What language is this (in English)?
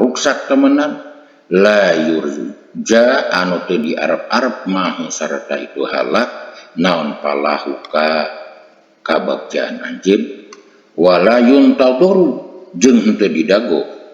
Sundanese